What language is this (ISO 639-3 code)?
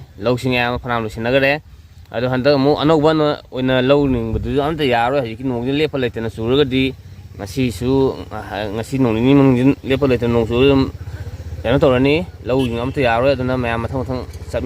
mni